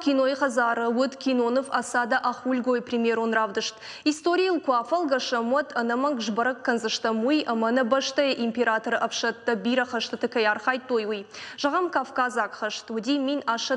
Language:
Ossetic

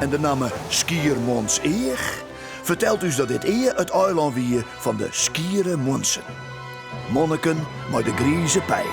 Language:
Western Frisian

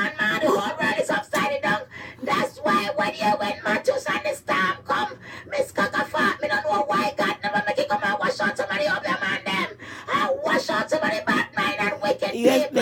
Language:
Jamaican Creole English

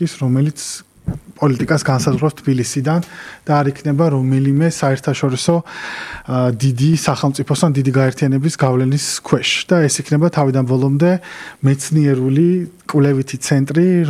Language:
Georgian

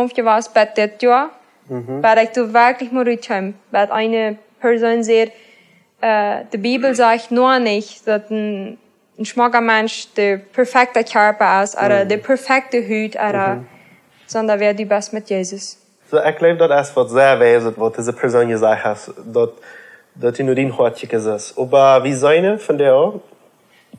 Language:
Plautdietsch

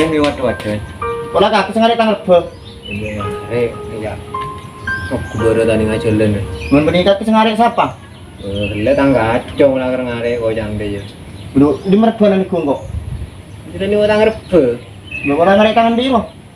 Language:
Madurese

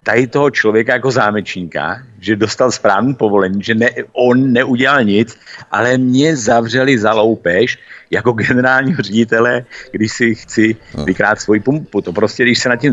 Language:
Czech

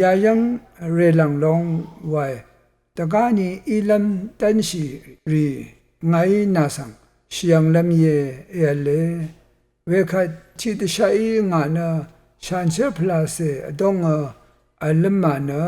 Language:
Rawang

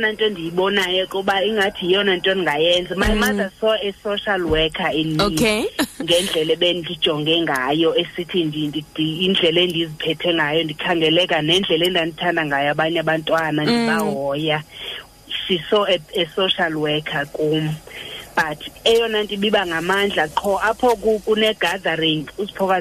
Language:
Xhosa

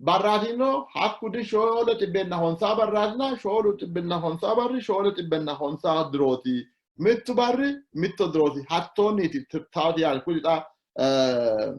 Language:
Sidamo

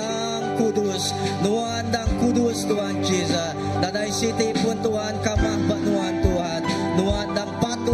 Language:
Iban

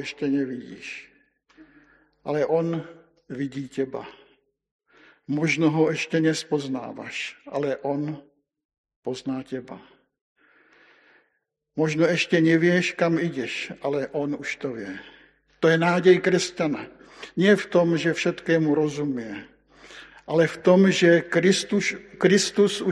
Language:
Slovak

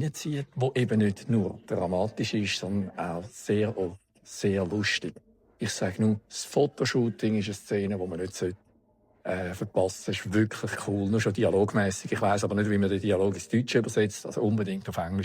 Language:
Swiss German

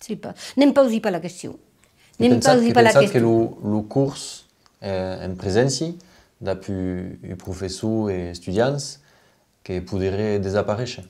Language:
Occitan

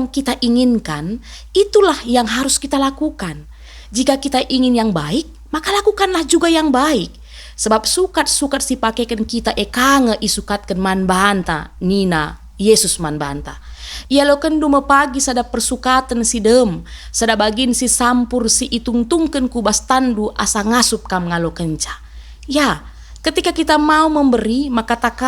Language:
Batak Karo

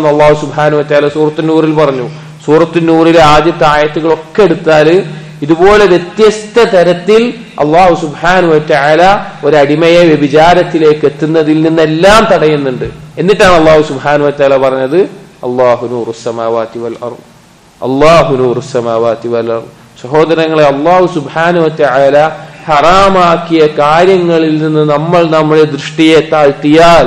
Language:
Malayalam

